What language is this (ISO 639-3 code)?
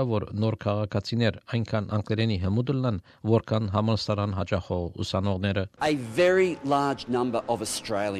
hye